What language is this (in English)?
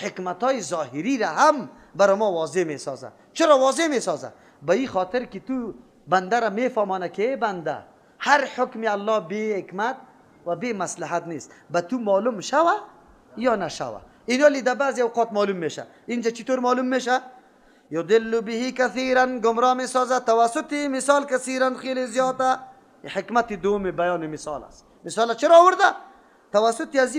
Persian